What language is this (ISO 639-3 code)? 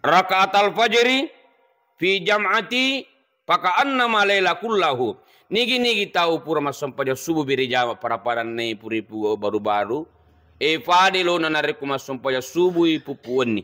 bug